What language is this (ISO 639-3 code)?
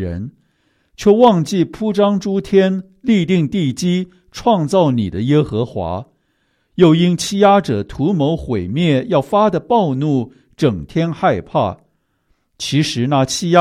zho